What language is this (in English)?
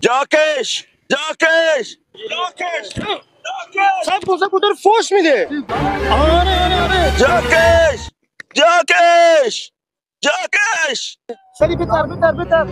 Baluchi